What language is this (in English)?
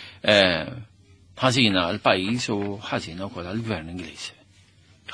Maltese